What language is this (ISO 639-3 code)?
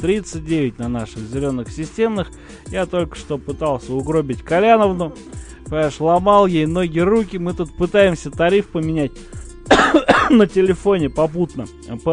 rus